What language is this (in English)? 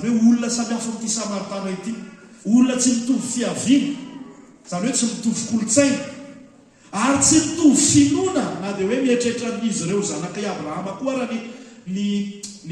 Malagasy